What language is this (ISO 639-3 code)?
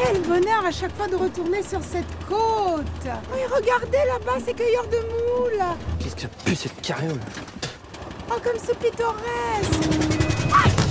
fra